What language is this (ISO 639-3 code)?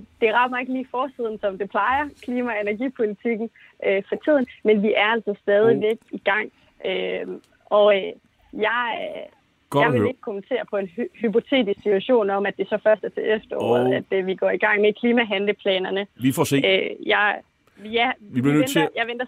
dan